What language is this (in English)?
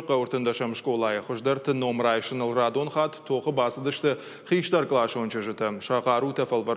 Ossetic